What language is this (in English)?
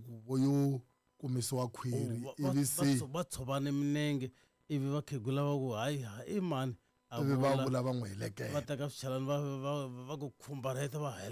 Tsonga